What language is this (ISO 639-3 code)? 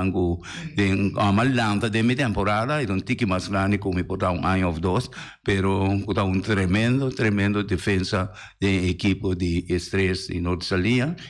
pap